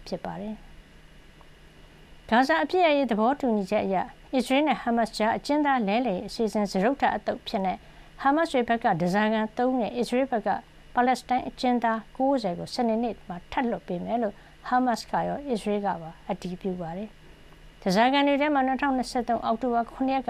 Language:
Burmese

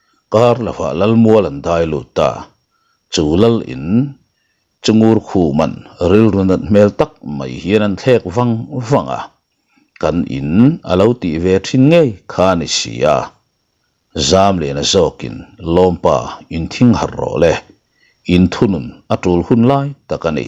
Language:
Mizo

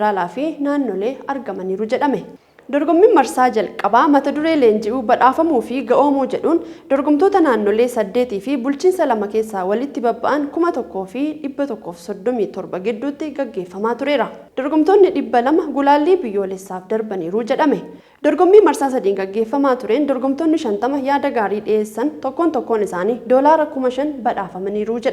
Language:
Oromo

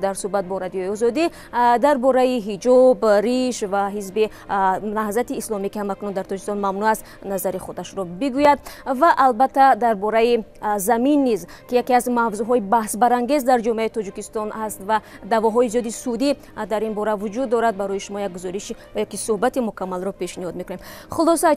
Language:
Tajik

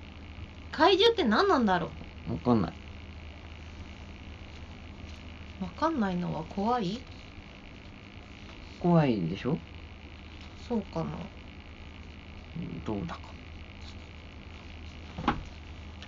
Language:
Japanese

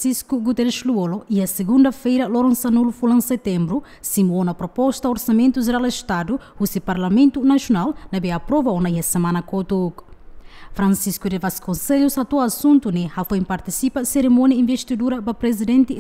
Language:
Tetum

